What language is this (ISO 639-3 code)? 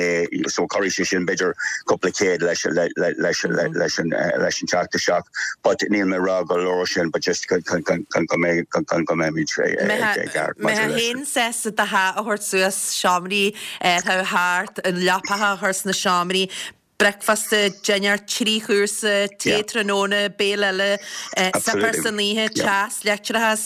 gle